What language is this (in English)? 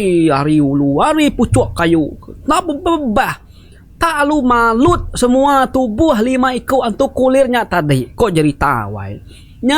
Iban